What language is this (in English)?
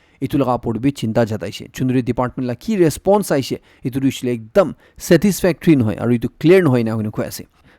Naga Pidgin